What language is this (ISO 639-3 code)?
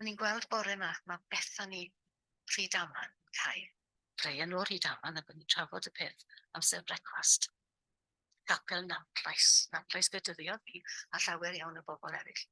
cym